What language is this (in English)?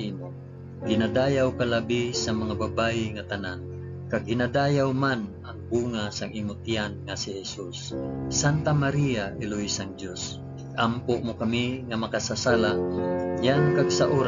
Hiligaynon